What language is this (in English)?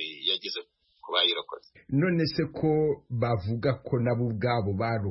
Kinyarwanda